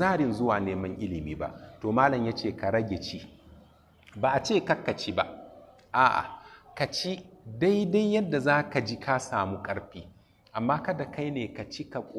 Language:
Hausa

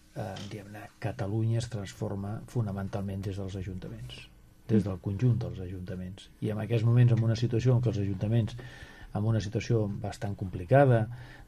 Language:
Catalan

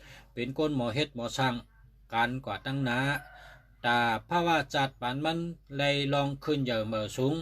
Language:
Shan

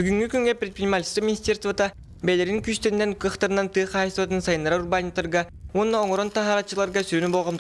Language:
Yakut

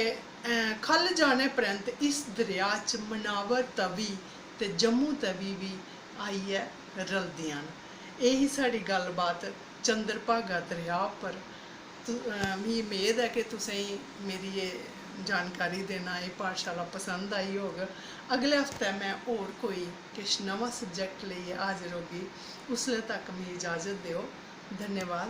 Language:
Dogri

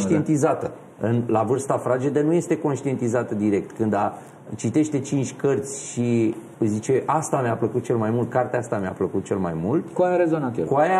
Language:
Romanian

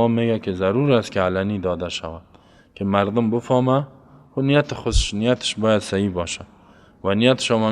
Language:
Persian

